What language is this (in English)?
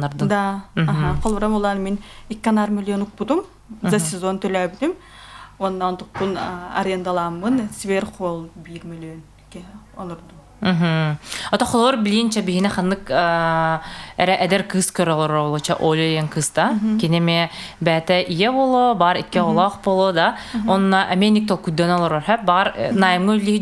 Yakut